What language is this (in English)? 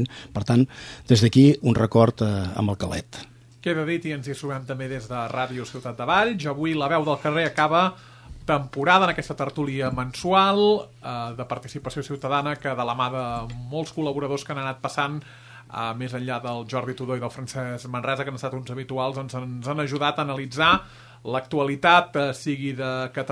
Catalan